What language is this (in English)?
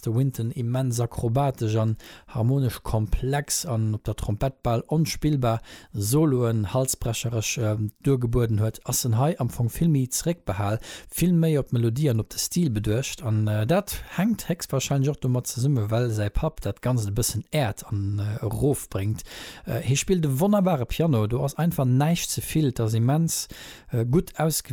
Luxembourgish